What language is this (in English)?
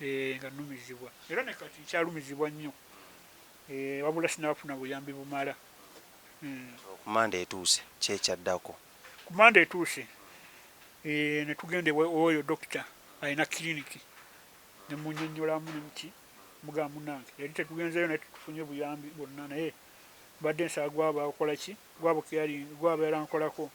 Ganda